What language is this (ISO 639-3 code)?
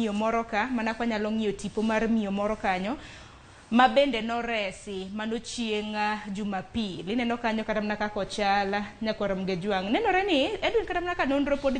luo